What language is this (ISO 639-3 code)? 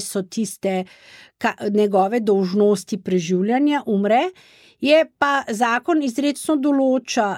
slv